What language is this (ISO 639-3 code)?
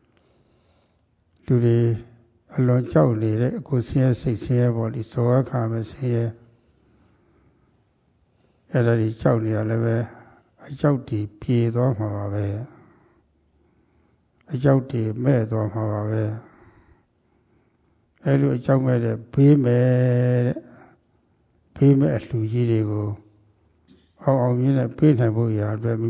mya